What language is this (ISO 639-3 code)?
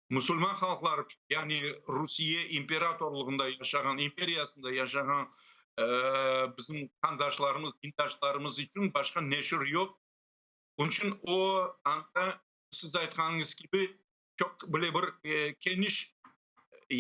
crh